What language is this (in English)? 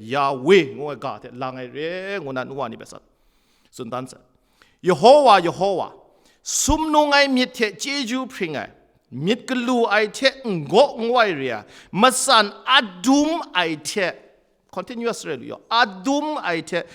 Kachin